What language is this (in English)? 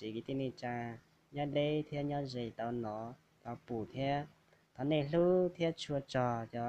Hmong